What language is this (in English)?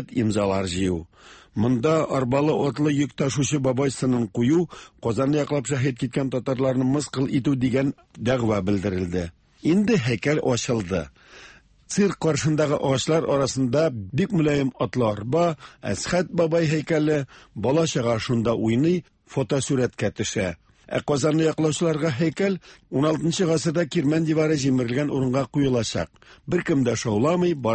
Tatar